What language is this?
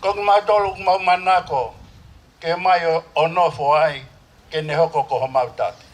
Tongan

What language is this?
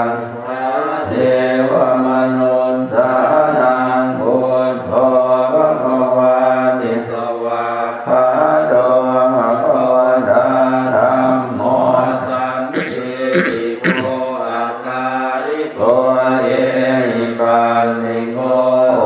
Pali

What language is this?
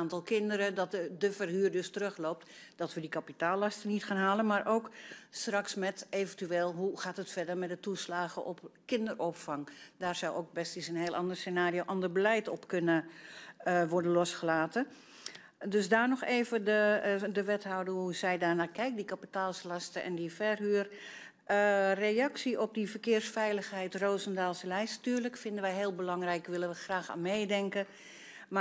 Dutch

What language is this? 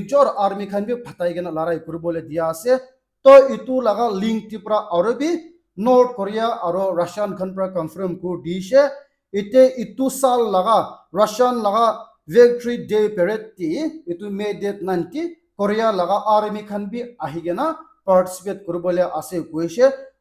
Naga Pidgin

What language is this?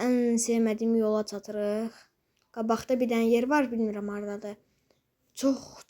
Azerbaijani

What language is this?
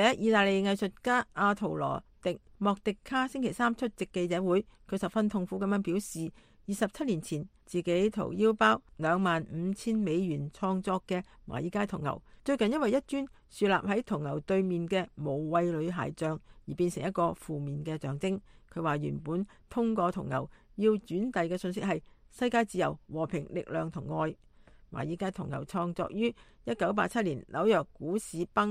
Cantonese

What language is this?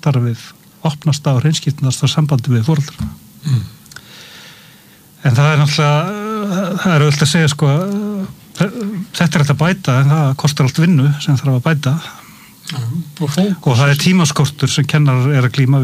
Icelandic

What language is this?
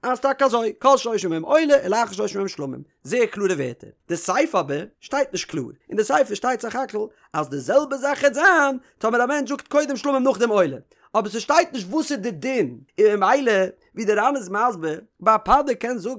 Yiddish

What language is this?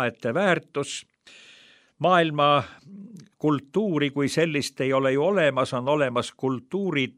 Estonian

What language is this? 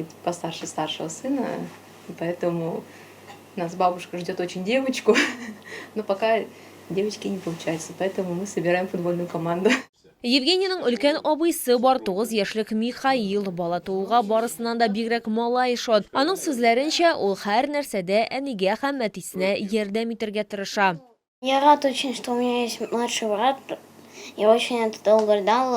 Tatar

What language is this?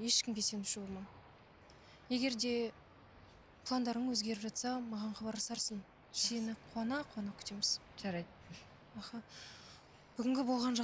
Kazakh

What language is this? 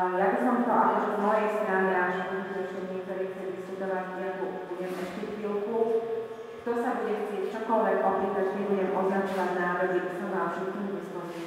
Slovak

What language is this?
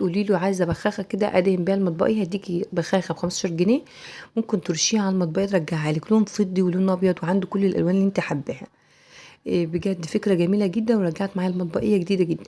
Egyptian Arabic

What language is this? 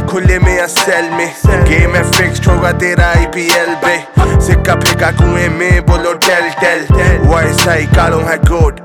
Hindi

